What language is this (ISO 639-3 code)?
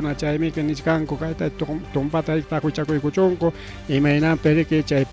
quy